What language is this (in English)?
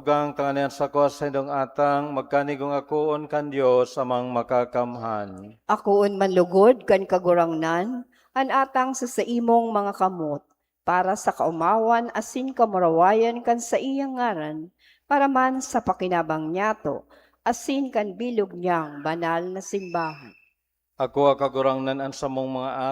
Bikol